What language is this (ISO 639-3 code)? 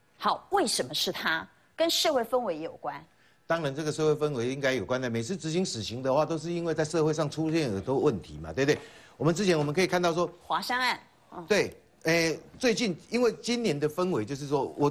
zho